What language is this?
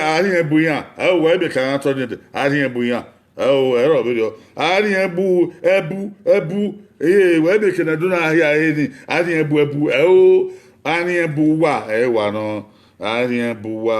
Bini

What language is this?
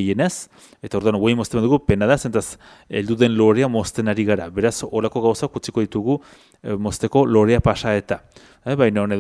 Basque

